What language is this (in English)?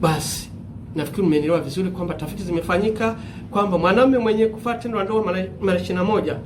Swahili